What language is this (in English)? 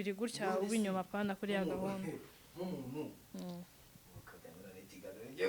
Kinyarwanda